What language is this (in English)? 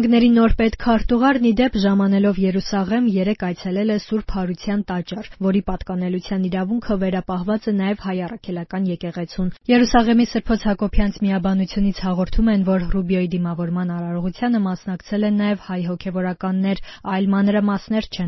Armenian